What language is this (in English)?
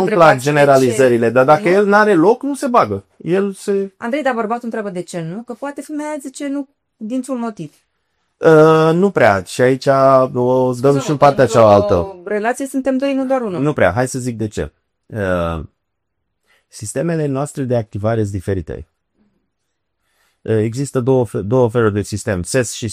Romanian